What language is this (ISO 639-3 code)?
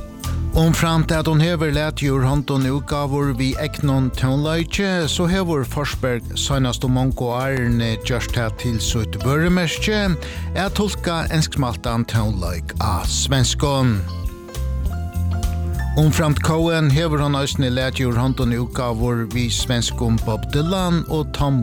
fao